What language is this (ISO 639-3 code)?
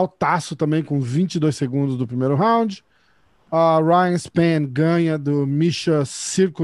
por